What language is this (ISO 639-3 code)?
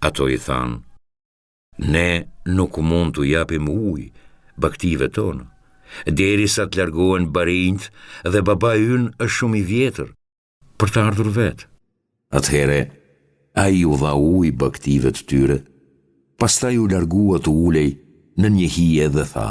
sqi